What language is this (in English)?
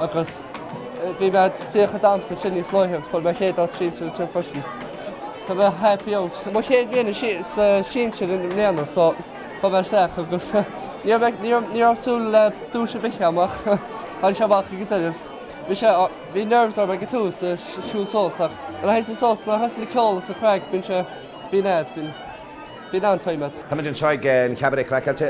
Irish